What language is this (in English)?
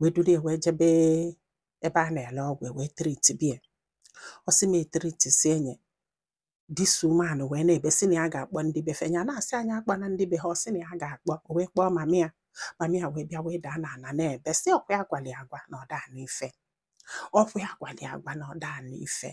Igbo